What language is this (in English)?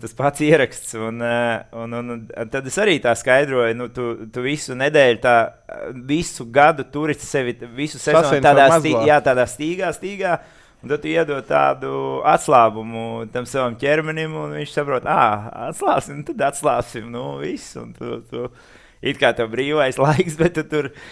Latvian